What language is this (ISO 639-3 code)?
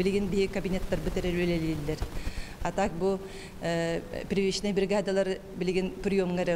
sah